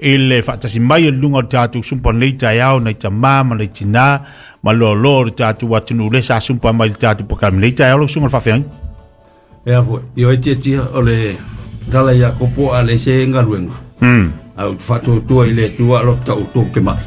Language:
Samoan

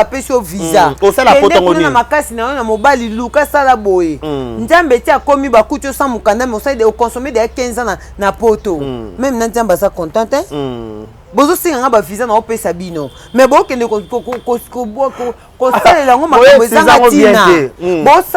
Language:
Lingala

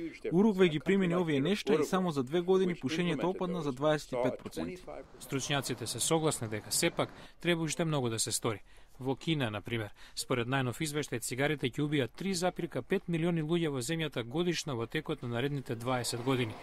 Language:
Macedonian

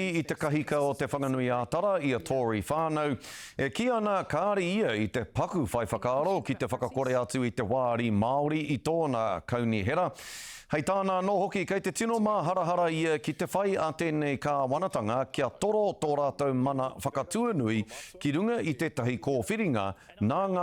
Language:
Māori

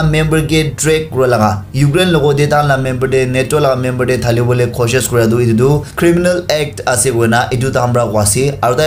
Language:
Naga Pidgin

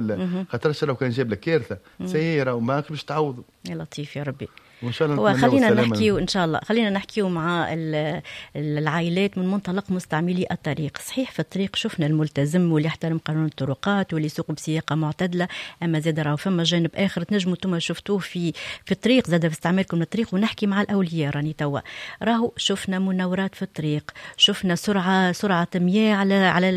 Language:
Tunisian Arabic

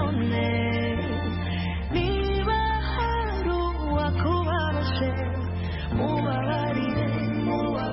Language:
Kinyarwanda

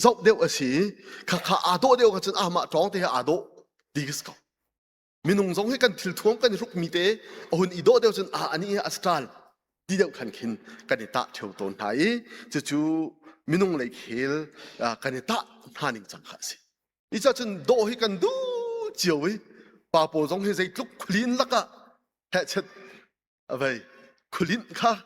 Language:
Hakha Chin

